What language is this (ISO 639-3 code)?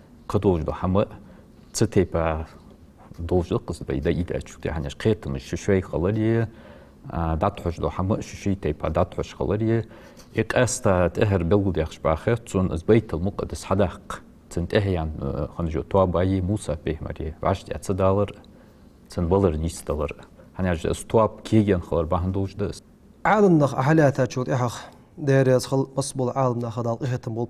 inh